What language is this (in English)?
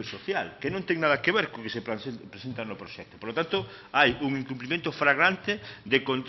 Galician